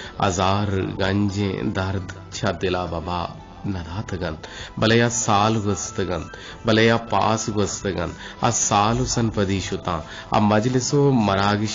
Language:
Eastern Balochi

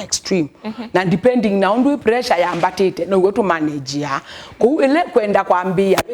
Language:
Kamba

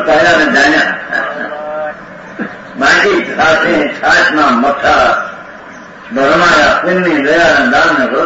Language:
Gujarati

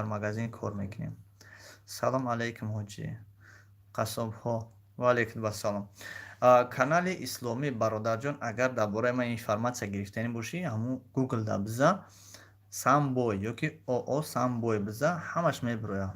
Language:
Tajik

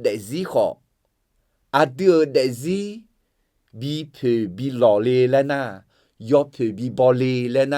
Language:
Akha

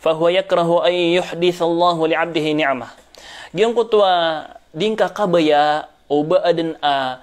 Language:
Maranao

